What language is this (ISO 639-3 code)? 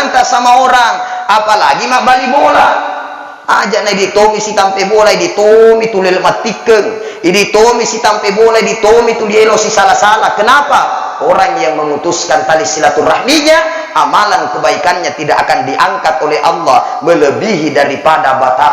bug